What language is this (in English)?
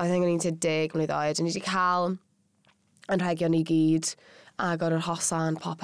Welsh